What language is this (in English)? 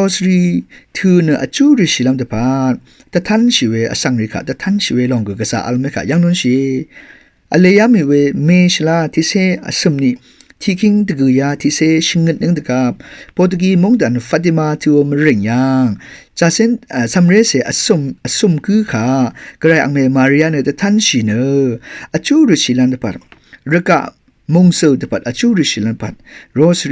Rawang